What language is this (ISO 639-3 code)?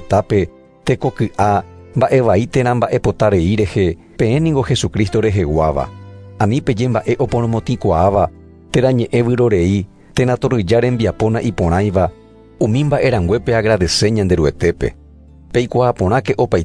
grn